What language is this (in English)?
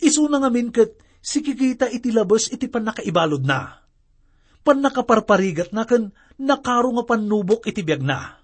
Iloko